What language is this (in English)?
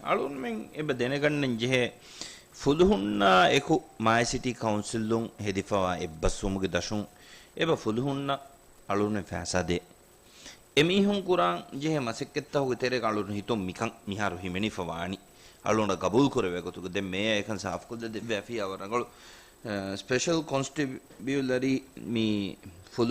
Divehi